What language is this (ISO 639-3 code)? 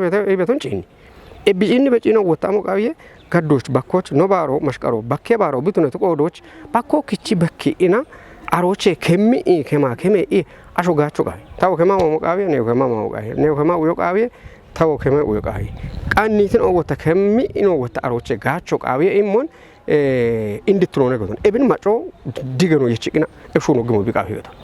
kbr